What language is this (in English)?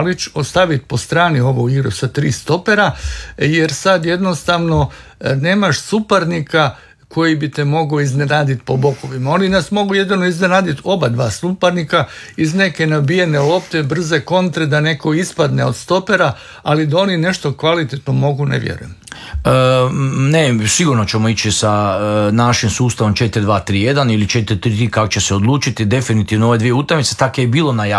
Croatian